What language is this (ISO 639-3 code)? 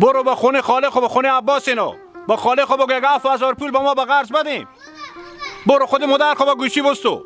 haz